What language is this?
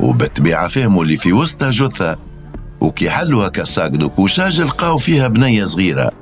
Tunisian Arabic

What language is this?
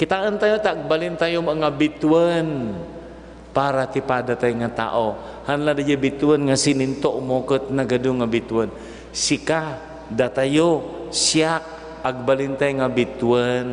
Iloko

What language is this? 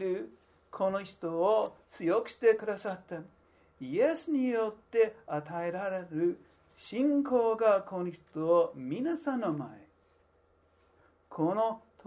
Japanese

